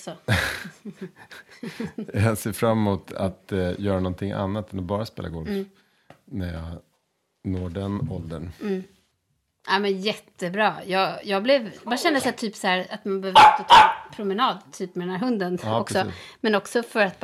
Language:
Swedish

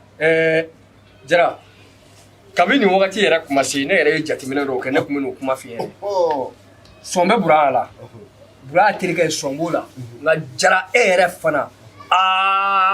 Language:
Bambara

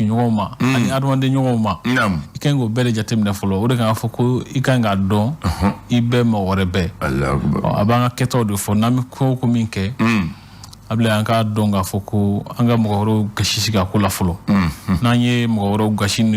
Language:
Bambara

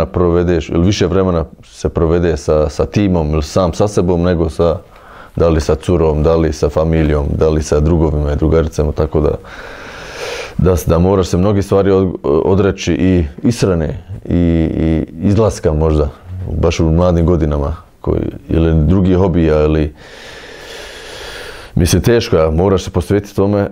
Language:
Bosnian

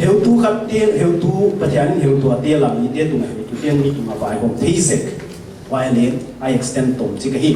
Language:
Tedim Chin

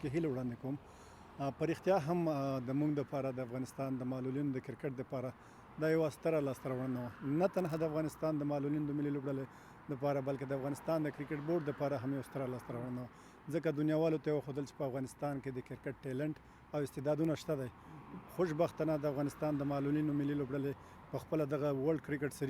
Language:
Pashto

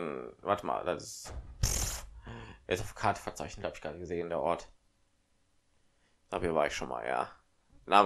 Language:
German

